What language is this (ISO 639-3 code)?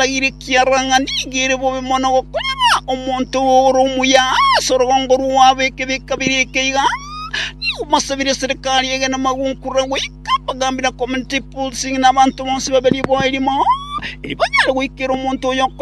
guz